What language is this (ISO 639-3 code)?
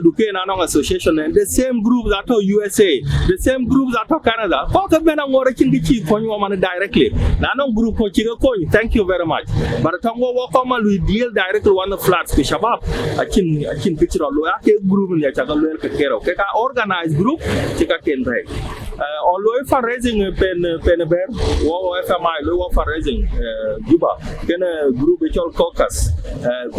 din